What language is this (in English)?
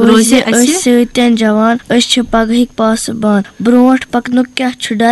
Kashmiri